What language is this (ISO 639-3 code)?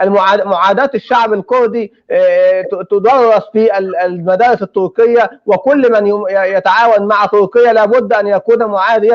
apc